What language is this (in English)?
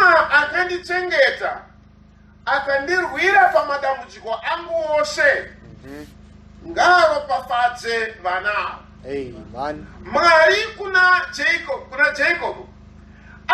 Shona